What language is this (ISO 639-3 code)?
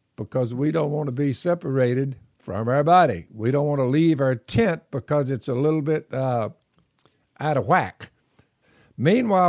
eng